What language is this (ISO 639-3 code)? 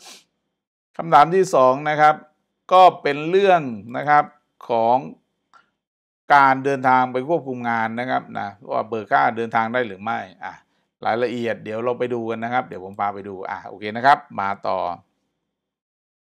tha